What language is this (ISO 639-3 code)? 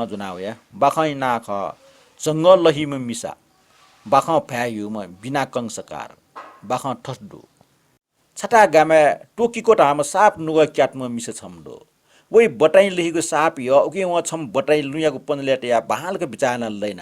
new